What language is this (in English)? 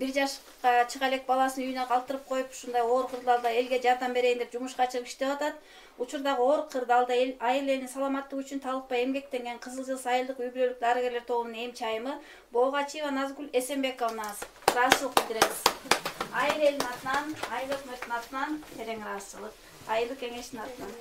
Kyrgyz